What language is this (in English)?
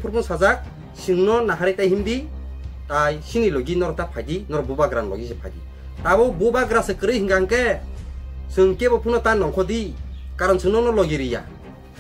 Kok Borok